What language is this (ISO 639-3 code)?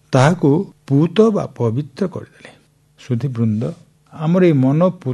ori